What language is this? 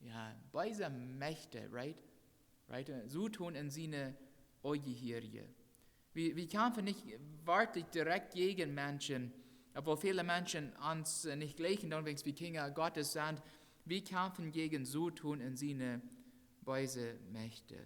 Plautdietsch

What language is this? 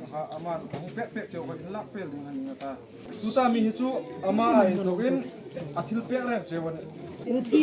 Hmar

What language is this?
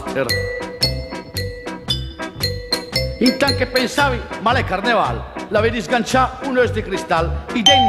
Lombard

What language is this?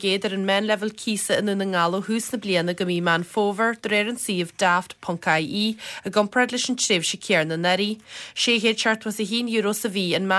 Irish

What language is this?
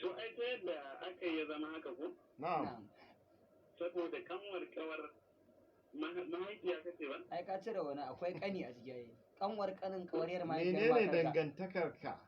Hausa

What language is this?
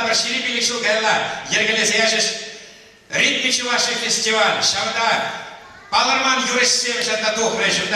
Chuvash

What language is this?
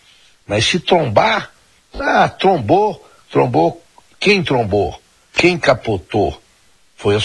Portuguese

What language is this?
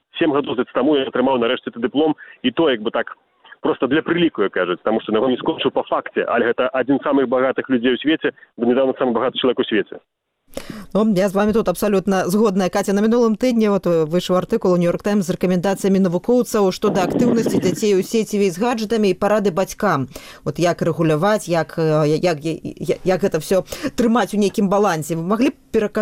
Belarusian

